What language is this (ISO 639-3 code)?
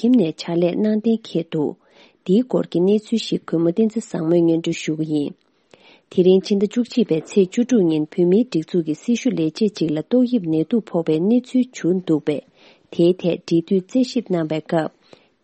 bod